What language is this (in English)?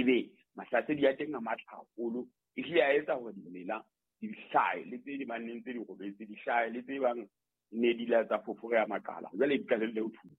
Southern Sotho